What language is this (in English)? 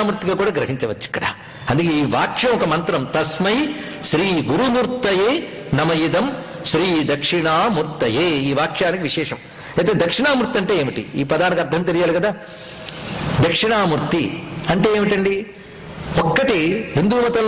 Telugu